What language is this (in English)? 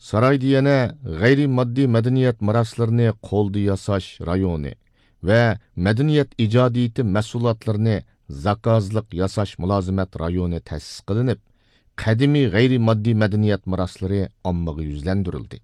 Uyghur